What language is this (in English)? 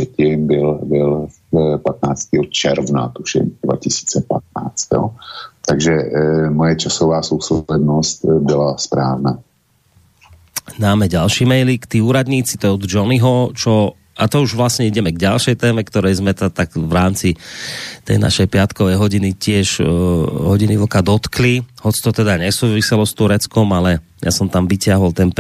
Slovak